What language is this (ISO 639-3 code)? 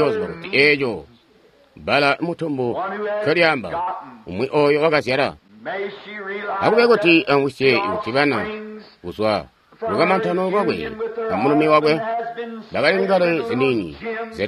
toi